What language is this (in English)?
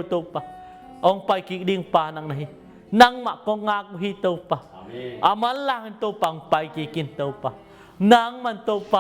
Tedim Chin